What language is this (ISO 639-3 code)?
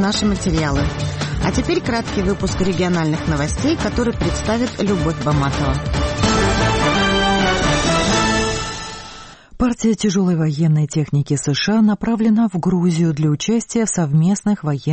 rus